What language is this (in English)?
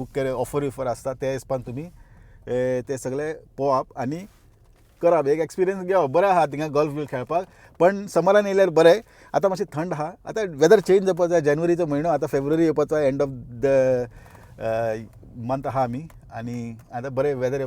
Konkani